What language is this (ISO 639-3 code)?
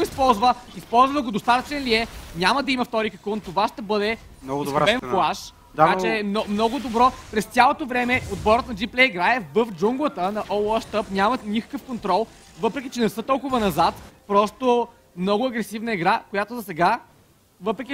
bul